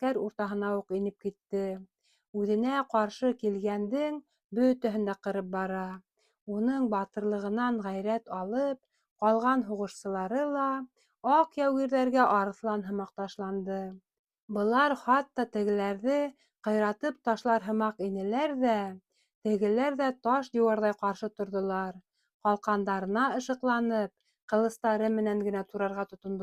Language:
Bashkir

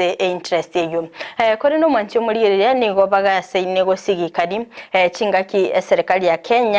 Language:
Gusii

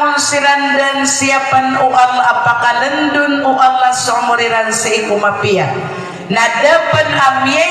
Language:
Maranao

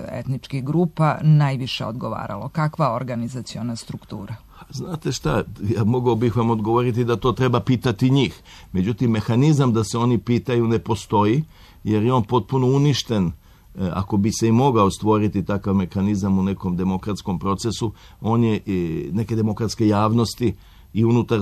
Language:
Serbian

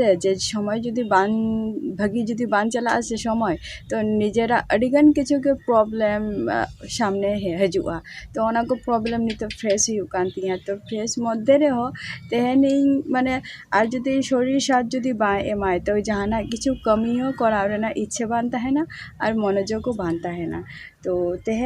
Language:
Santali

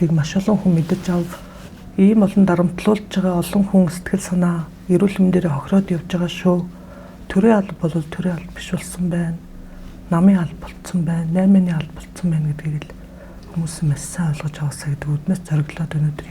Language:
Mongolian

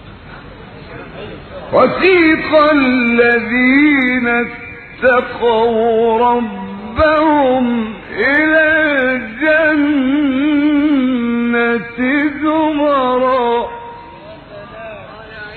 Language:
Arabic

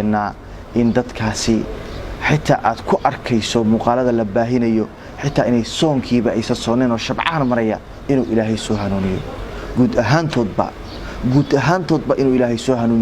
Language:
Somali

